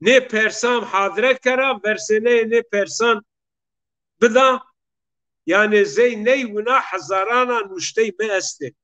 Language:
Zaza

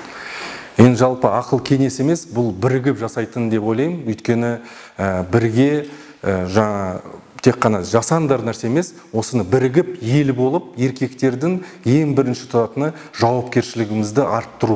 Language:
Kazakh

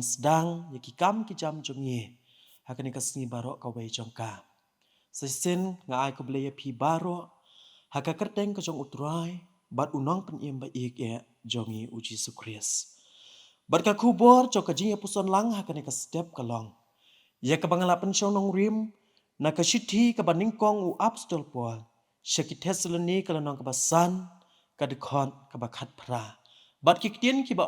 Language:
Khasi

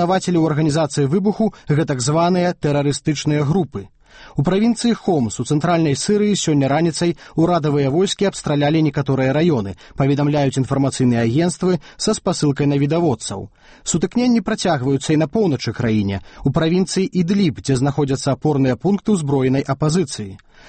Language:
Belarusian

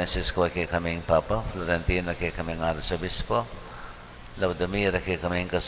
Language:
Pampanga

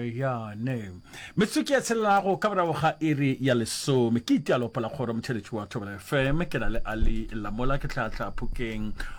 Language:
Northern Sotho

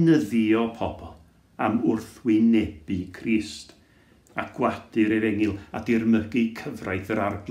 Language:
Welsh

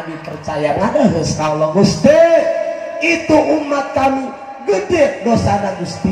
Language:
Sundanese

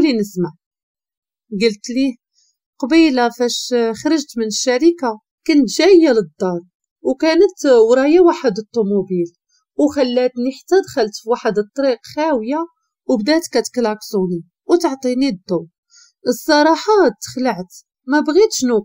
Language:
Moroccan Arabic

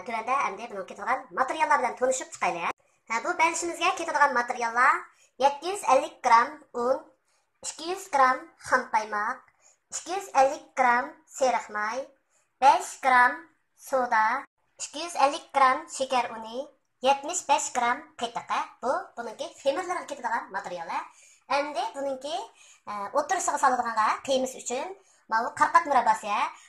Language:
Uyghur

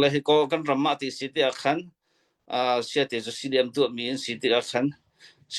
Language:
Hakha Chin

